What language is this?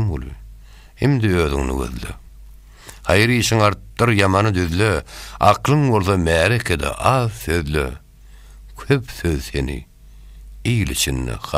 Turkmen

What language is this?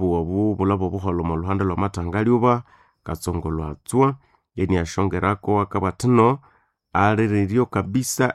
Nande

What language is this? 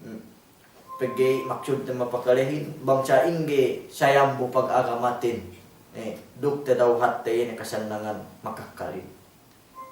Yakan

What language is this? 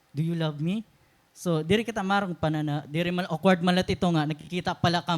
Waray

